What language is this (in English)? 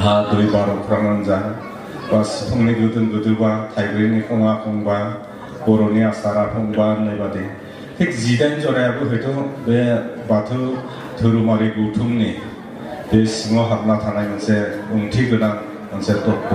Bodo